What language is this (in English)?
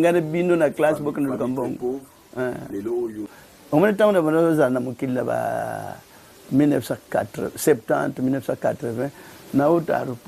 Lingala